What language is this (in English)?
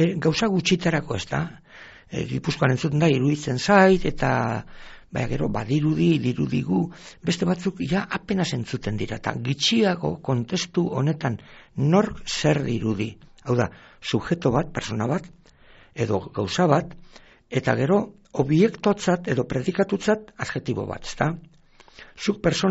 Basque